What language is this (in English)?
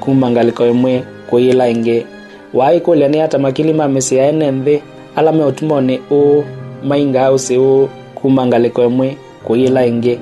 Kamba